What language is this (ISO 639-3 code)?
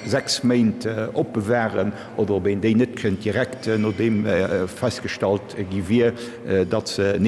ltz